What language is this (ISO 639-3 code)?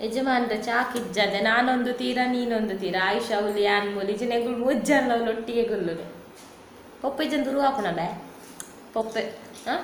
tcy